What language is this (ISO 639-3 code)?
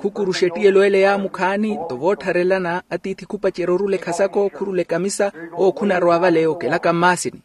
vmw